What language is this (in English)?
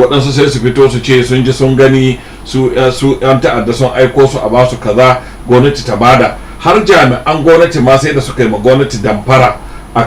Hausa